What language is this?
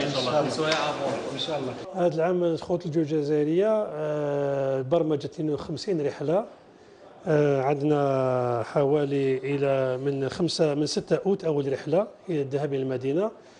Algerian Arabic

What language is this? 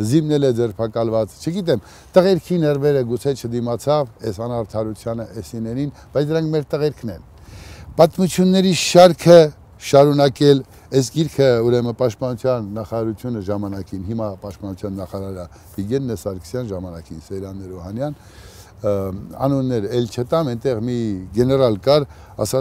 Armenian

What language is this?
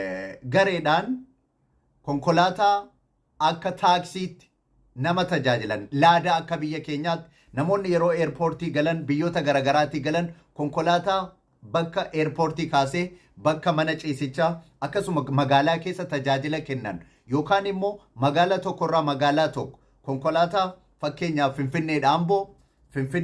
Oromo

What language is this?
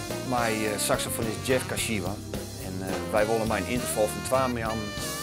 Western Frisian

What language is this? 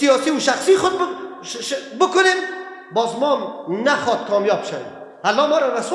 Persian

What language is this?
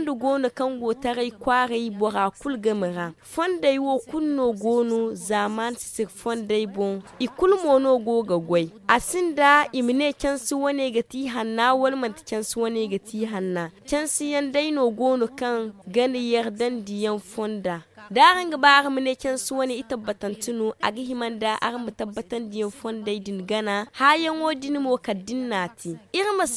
Zarma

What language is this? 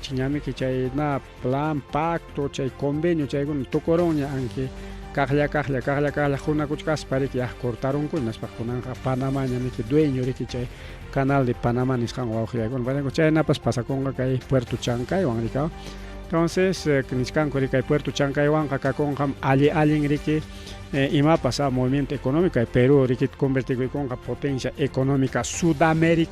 Ayacucho Quechua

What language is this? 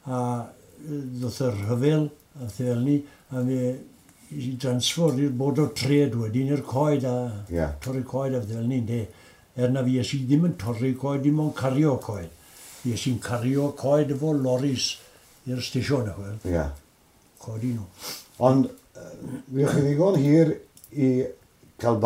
Welsh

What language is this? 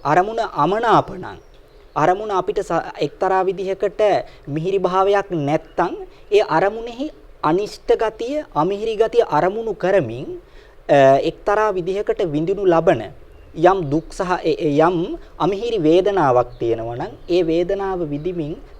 Sinhala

